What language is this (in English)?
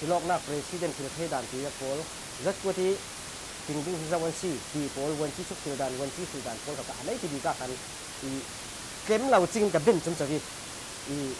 Falam Chin